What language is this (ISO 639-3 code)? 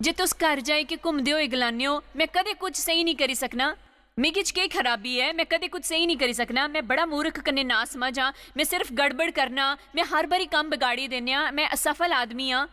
doi